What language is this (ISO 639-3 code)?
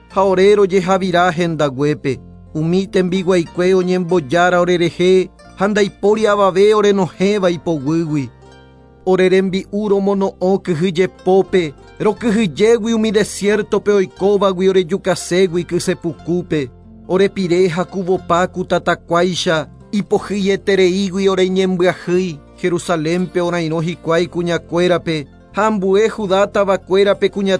grn